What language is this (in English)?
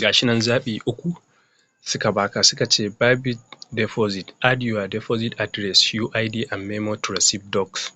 Hausa